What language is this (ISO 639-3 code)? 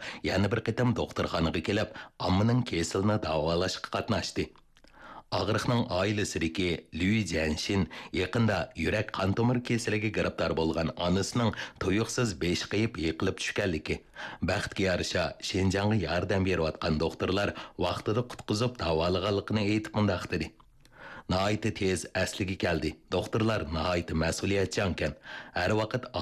uig